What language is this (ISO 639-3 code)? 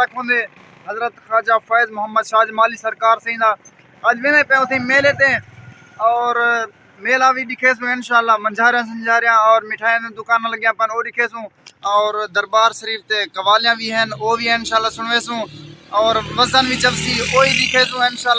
skr